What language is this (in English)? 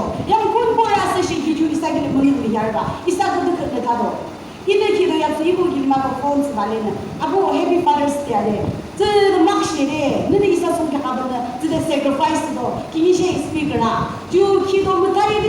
Yimchungru Naga